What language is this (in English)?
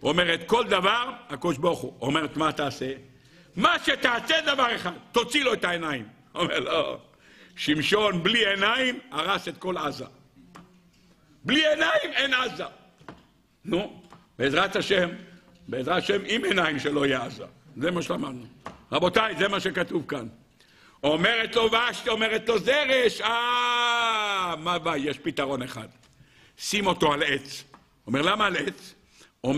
Hebrew